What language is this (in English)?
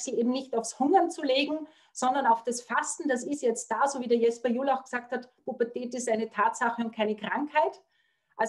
German